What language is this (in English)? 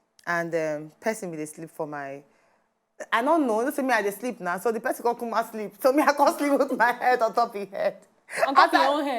Nigerian Pidgin